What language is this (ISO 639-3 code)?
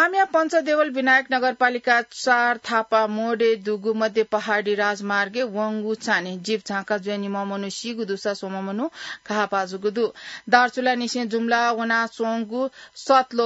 new